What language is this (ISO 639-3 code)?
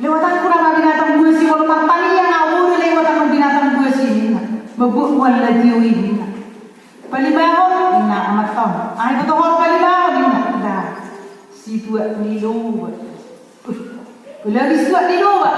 bbc